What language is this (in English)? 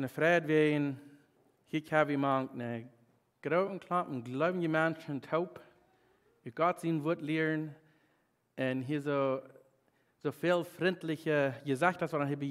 Plautdietsch